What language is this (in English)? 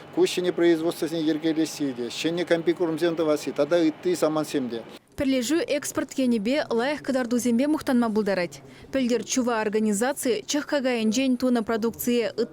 Chuvash